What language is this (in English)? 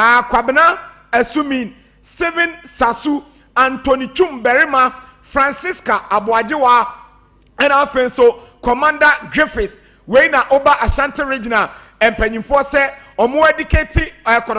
Akan